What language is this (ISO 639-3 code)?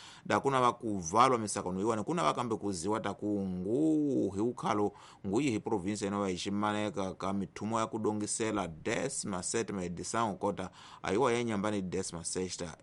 tso